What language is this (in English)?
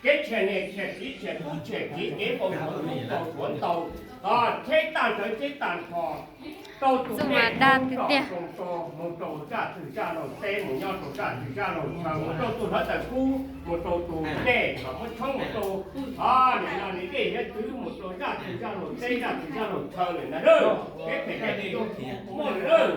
Hmong